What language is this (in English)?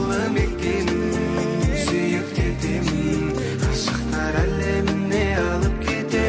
Kara-Kalpak